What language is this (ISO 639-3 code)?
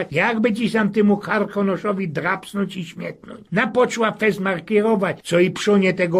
szl